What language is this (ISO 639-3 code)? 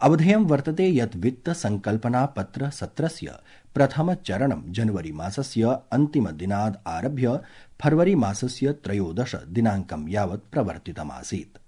san